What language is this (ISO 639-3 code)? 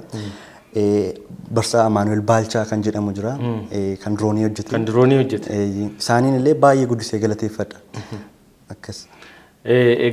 orm